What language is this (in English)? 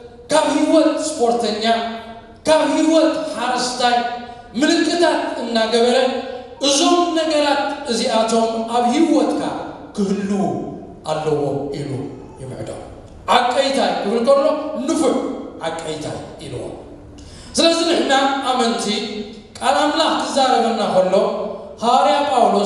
Tigrinya